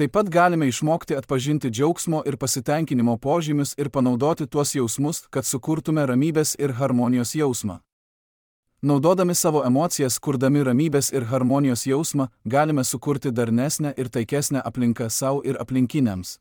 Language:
Lithuanian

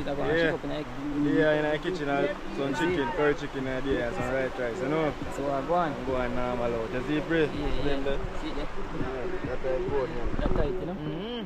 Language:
Jamaican Creole English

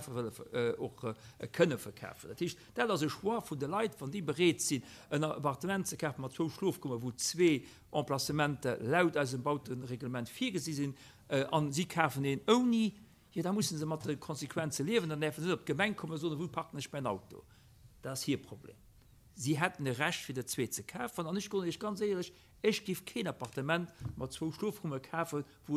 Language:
Luxembourgish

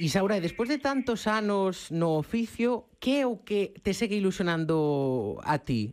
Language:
Galician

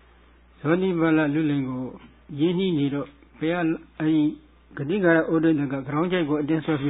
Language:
Burmese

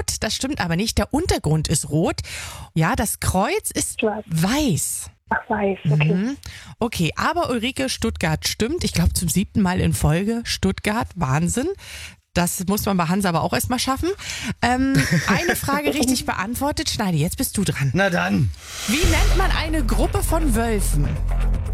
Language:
German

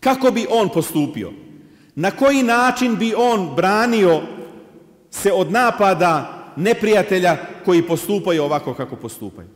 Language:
Bosnian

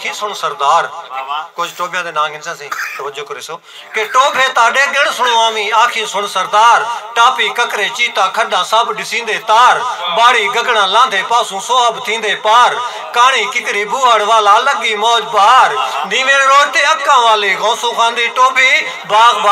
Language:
Saraiki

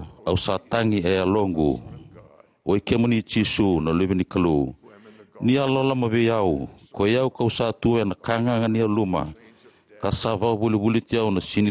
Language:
Fijian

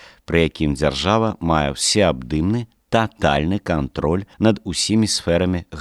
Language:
Belarusian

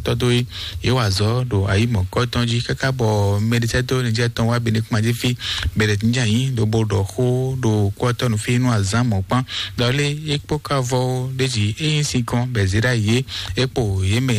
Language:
Fon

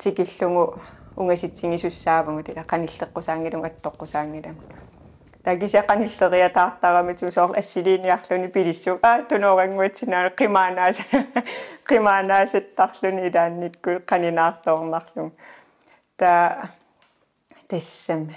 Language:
Kalaallisut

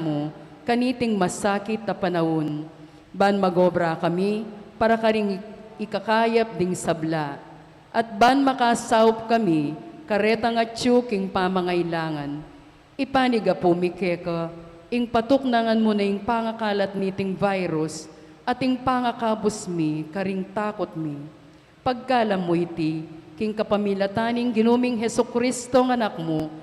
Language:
Pampanga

